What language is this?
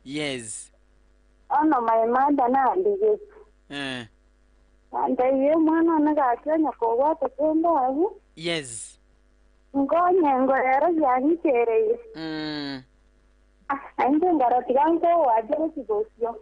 Gusii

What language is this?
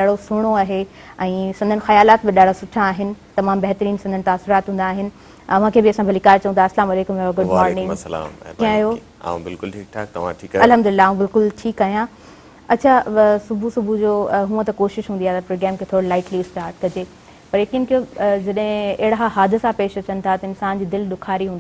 Sindhi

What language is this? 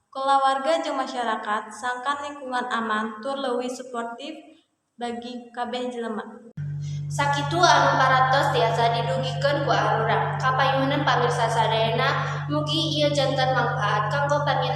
Sundanese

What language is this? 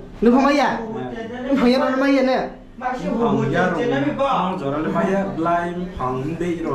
Riang (India)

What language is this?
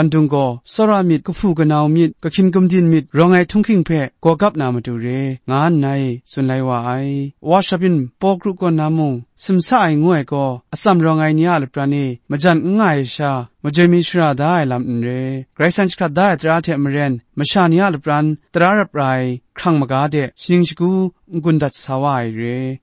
Kachin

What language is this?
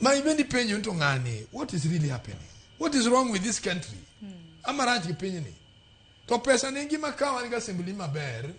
Luo (Kenya and Tanzania)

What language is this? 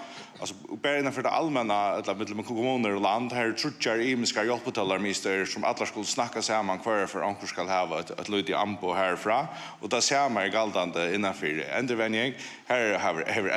Faroese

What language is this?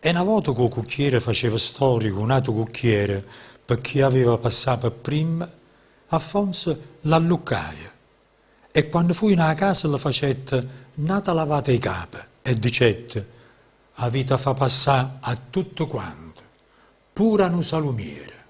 Neapolitan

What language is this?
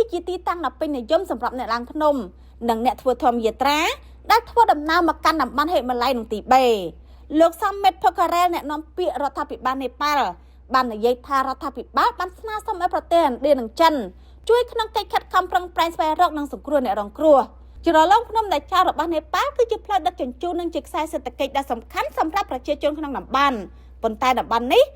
Khmer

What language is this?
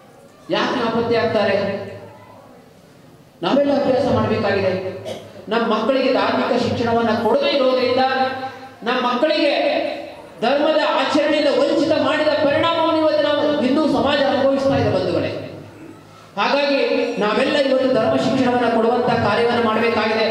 Kannada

